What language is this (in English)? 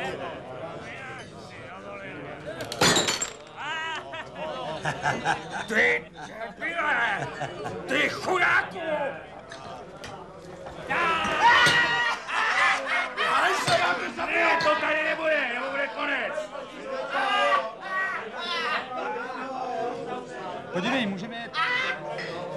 Czech